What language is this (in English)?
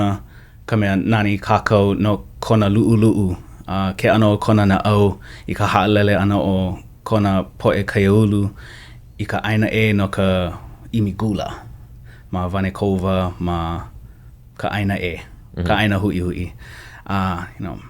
Hawaiian